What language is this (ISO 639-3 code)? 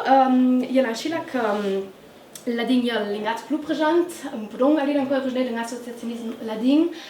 lld